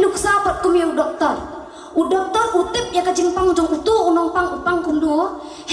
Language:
Khasi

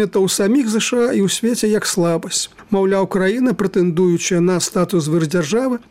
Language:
Belarusian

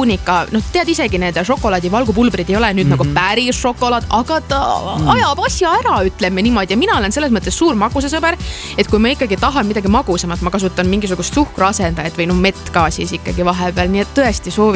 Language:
Estonian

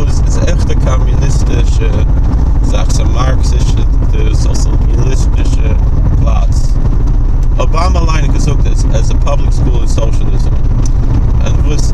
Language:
Yiddish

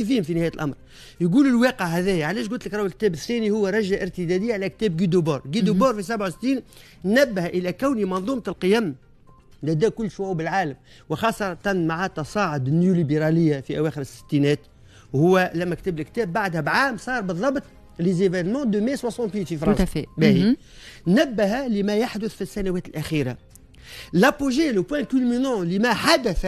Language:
Tunisian Arabic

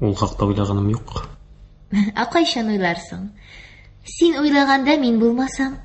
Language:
Tatar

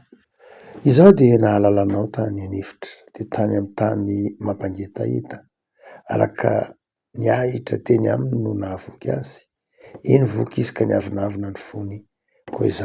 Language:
Malagasy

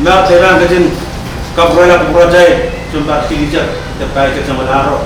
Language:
Pohnpeian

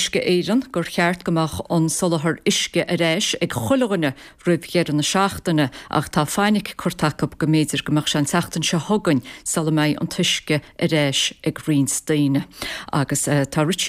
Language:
Irish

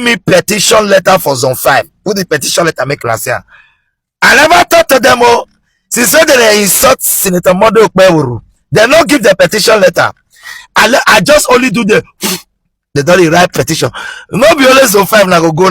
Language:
Nigerian Pidgin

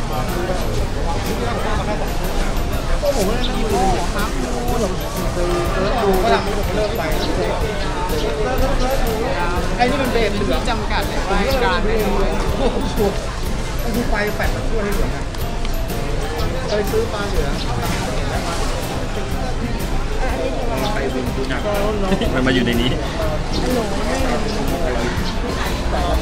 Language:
Thai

